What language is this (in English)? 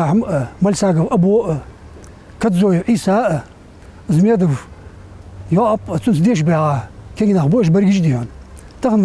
Ingush